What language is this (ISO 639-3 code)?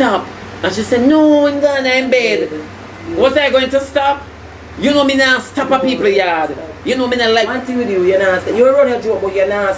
jam